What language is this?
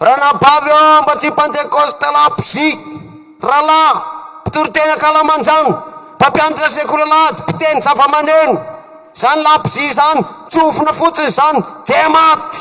Malagasy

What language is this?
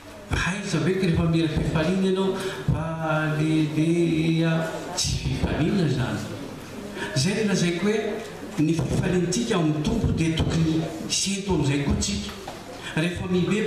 Malagasy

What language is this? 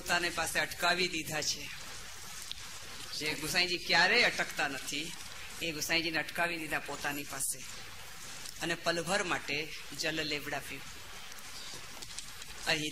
Gujarati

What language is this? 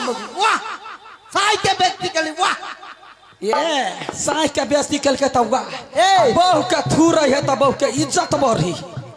Maithili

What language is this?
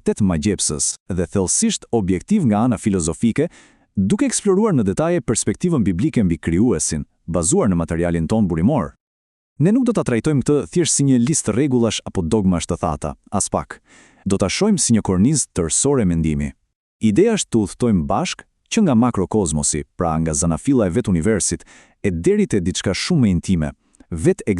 Albanian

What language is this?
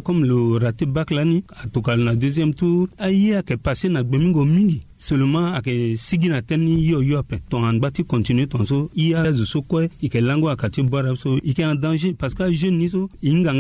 Sango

